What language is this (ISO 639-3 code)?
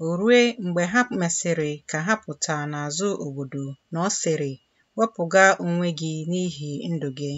ibo